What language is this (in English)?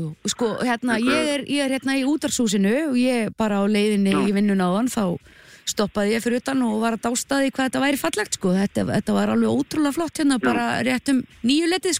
Icelandic